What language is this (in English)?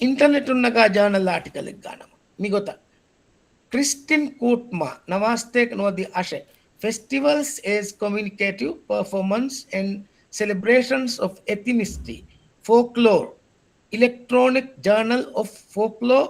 Divehi